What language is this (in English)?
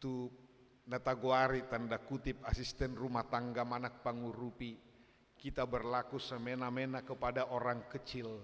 Batak Toba